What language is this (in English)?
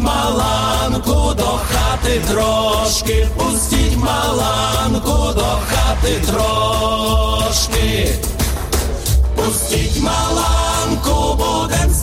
Ukrainian